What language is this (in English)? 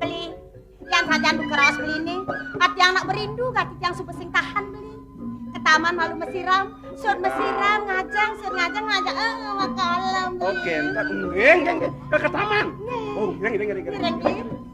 Balinese